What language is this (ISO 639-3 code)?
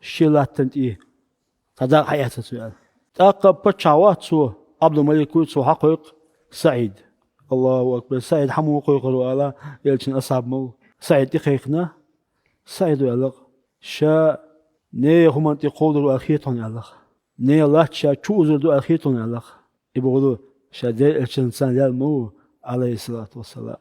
che